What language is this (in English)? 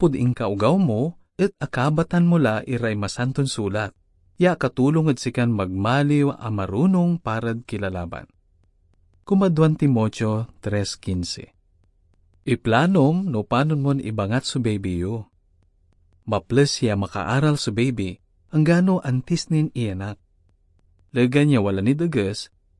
Pangasinan